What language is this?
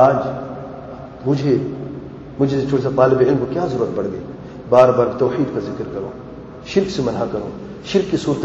Urdu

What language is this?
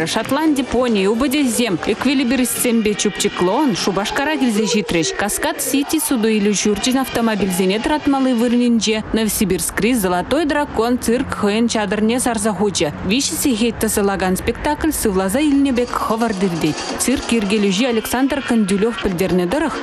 Chuvash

